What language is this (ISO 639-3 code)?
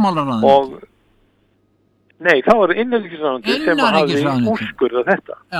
isl